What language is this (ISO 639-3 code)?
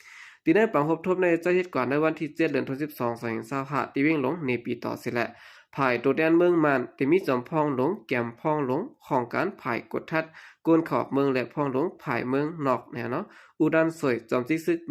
shn